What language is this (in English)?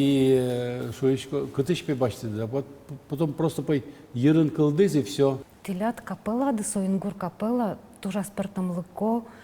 Udmurt